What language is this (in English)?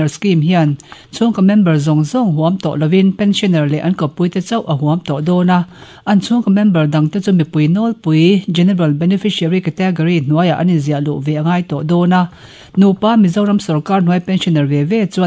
Mizo